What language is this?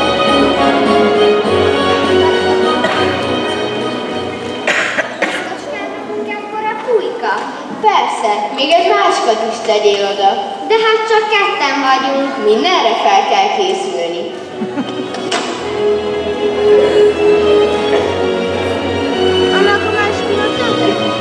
Hungarian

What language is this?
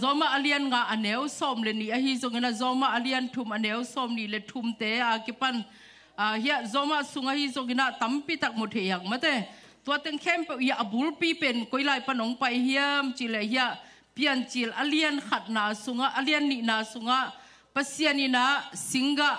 Tedim Chin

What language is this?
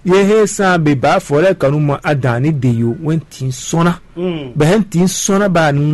Fon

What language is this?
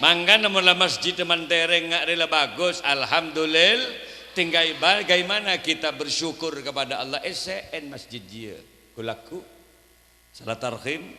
Madurese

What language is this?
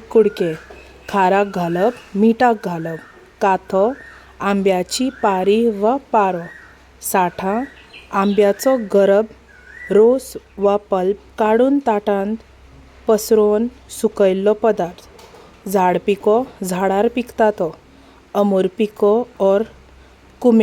Konkani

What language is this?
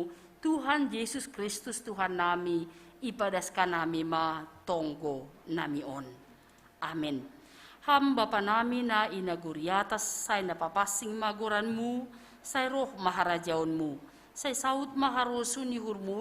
Batak Simalungun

